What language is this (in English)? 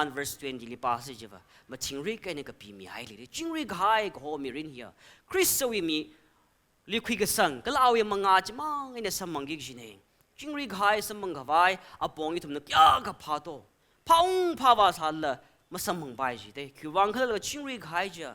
Tangkhul Naga (India)